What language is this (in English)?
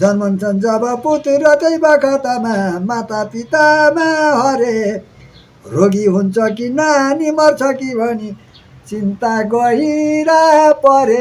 Nepali